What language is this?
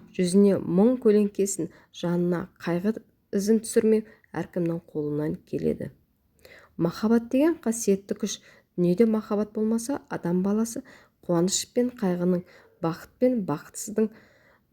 Kazakh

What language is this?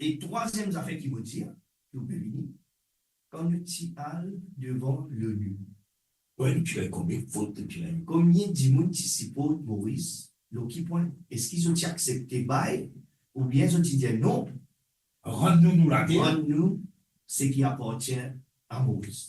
Morisyen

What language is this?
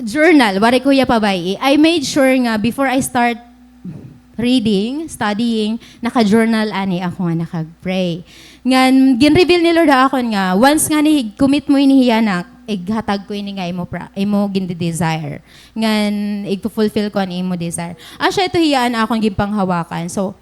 Waray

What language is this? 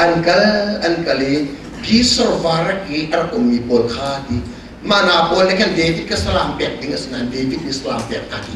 Hakha Chin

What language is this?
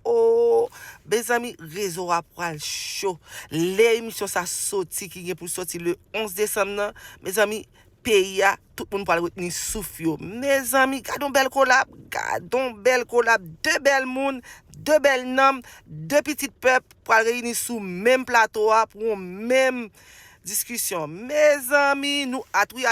Haitian Creole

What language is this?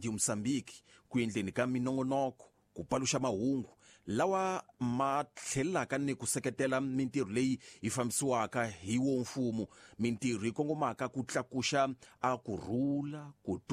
Tsonga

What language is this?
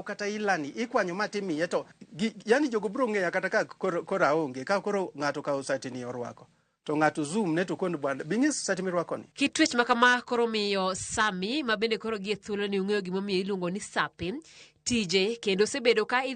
Luo (Kenya and Tanzania)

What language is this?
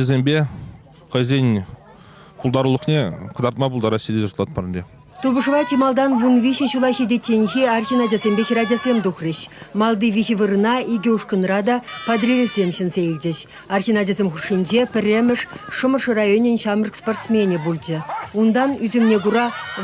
Chuvash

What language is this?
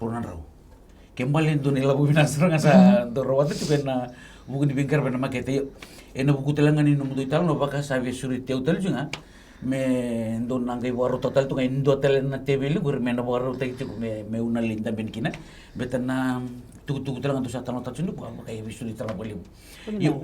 Fijian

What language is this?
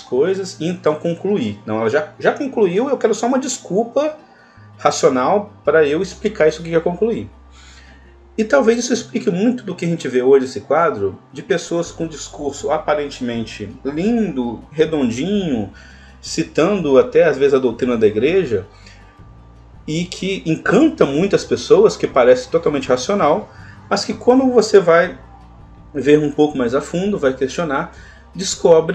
Portuguese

